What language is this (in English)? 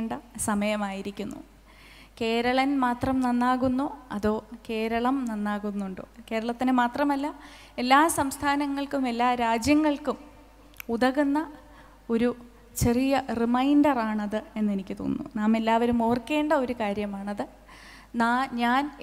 Malayalam